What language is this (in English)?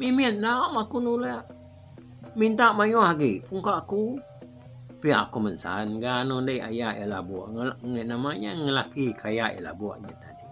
Iban